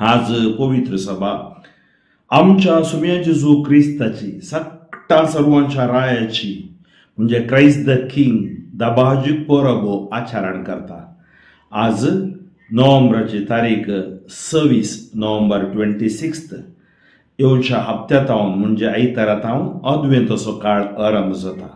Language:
Konkani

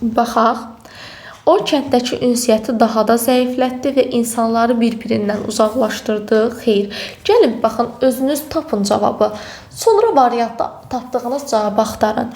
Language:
Azerbaijani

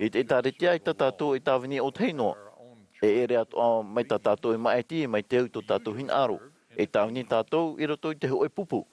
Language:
Tahitian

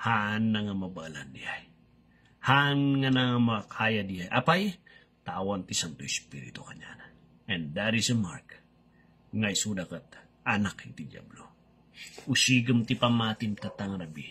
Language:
Iloko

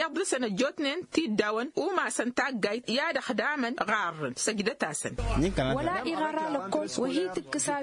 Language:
Tamasheq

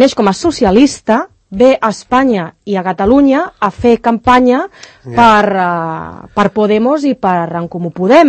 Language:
Catalan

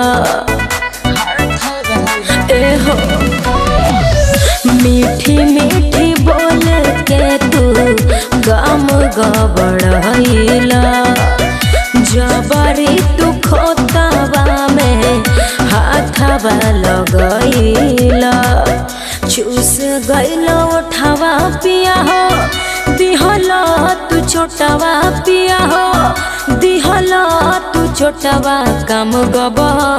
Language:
Bhojpuri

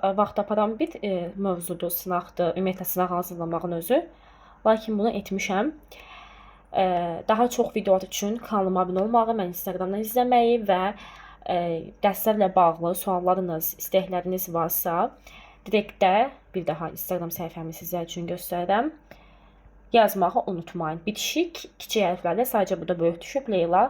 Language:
Azerbaijani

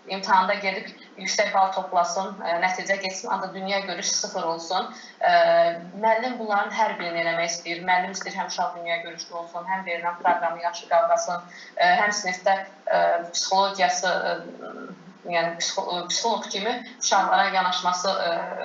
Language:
Azerbaijani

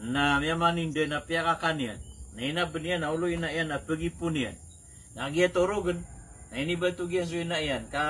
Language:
Maranao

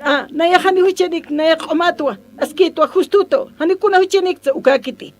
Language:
Aymara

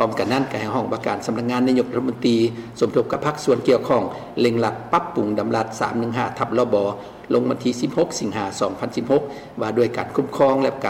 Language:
Lao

